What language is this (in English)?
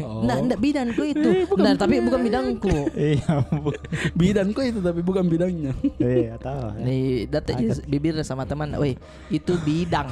Makassar Malay